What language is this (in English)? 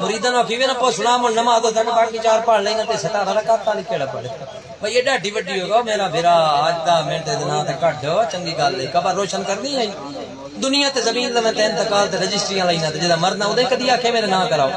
Saraiki